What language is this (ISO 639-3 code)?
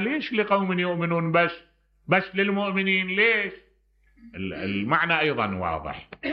acm